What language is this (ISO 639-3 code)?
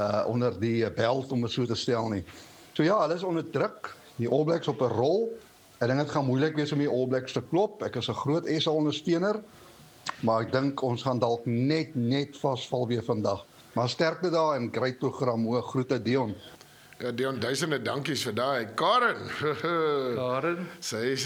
afr